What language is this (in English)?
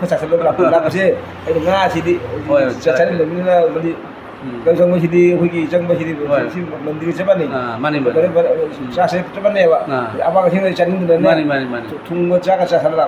Manipuri